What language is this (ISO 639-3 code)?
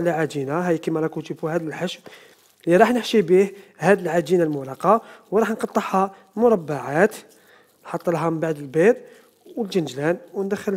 arq